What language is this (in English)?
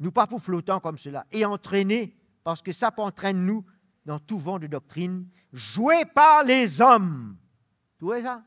Morisyen